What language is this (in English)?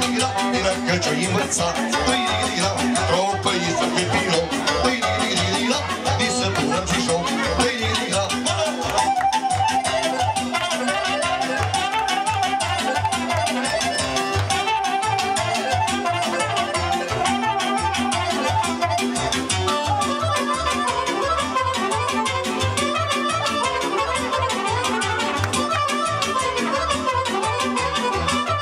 Romanian